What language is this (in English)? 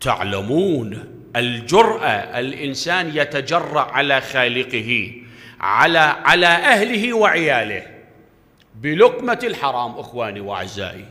Mesopotamian Arabic